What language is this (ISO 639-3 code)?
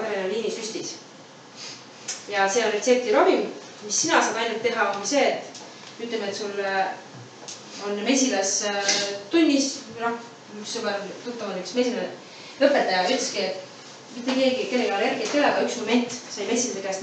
est